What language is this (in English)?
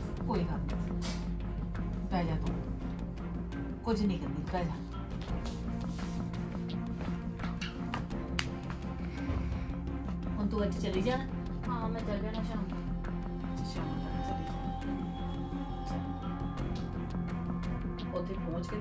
Punjabi